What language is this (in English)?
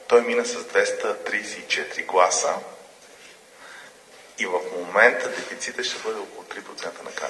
Bulgarian